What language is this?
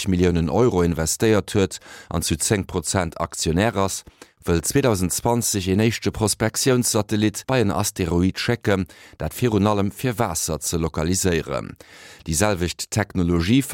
Luxembourgish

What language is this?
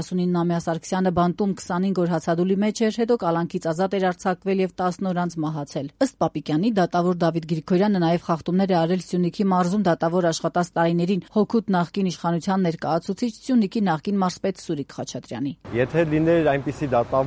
Armenian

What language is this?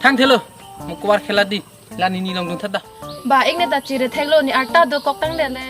Karbi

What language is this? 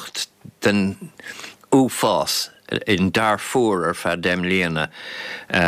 Irish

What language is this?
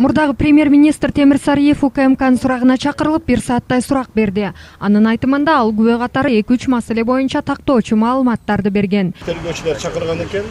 Kyrgyz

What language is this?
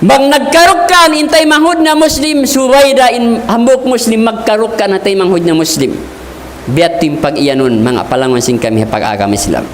Tausug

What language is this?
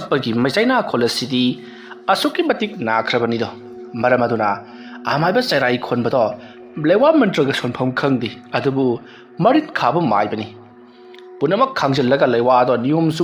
Manipuri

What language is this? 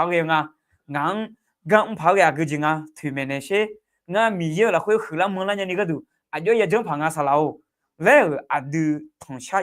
Akha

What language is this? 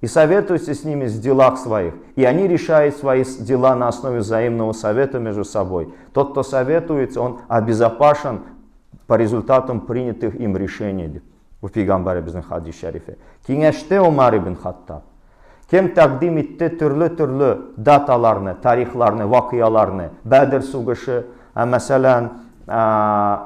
Tatar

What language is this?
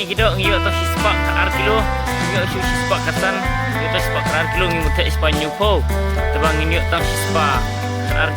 Khasi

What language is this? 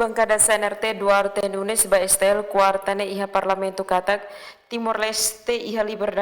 Tetum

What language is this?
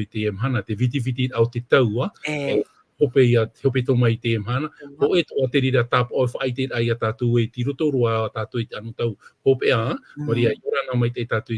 Tahitian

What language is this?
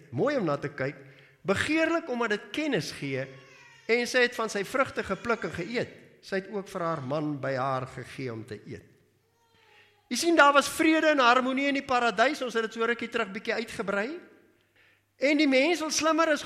Afrikaans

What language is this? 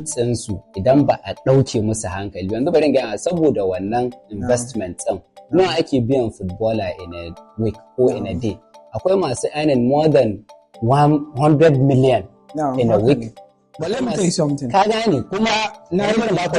Hausa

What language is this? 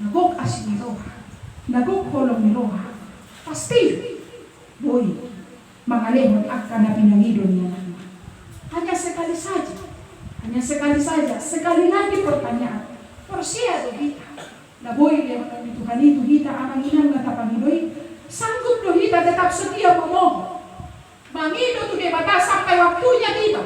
Batak Toba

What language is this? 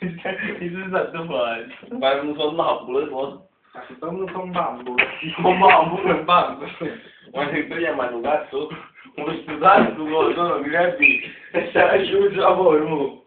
Neapolitan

